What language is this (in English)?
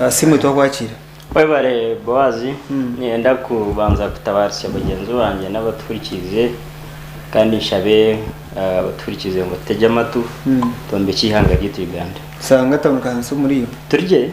Nyankole